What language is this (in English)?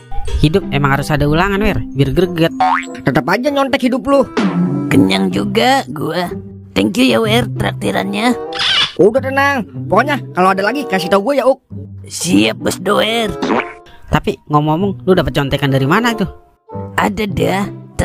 Betawi